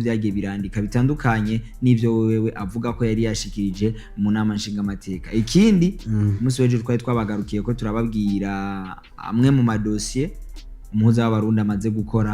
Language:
Rundi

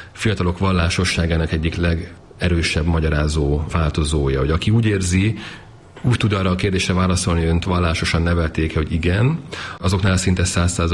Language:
Hungarian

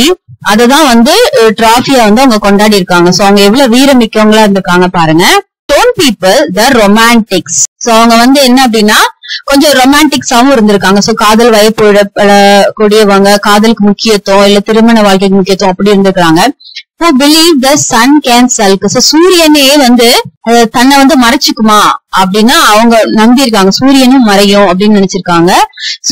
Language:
Tamil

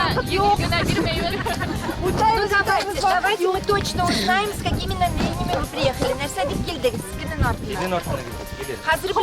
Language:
Bashkir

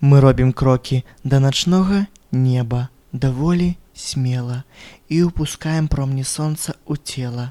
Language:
Belarusian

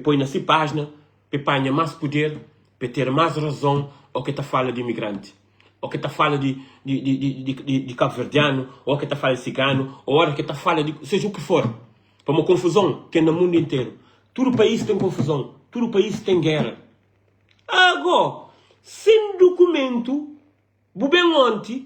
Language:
Kabuverdianu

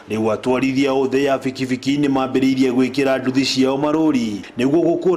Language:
Kikuyu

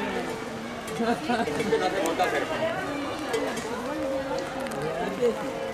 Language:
Basque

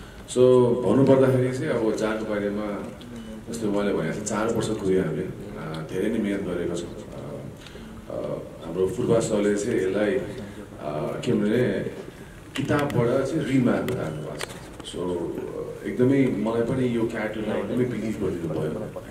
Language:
Nepali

